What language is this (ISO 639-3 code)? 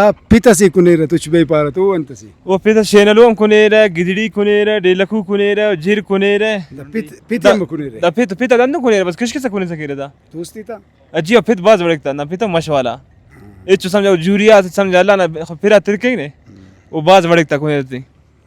brh